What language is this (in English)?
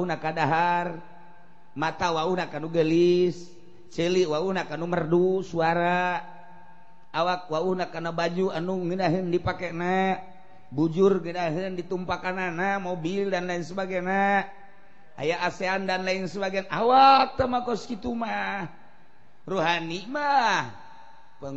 Sundanese